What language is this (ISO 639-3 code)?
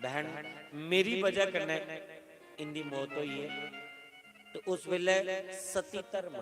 doi